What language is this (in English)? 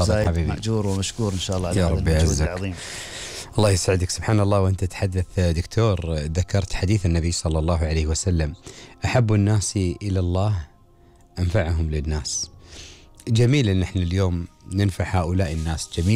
Gulf Arabic